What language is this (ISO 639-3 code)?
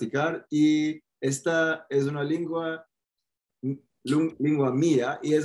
lad